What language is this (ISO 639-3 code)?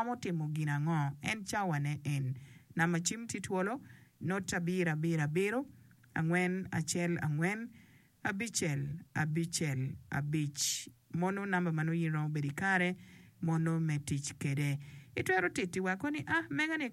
ach